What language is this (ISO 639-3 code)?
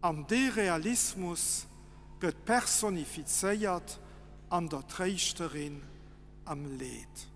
ltz